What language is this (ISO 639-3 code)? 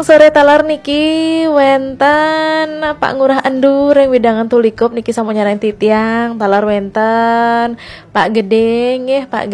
ban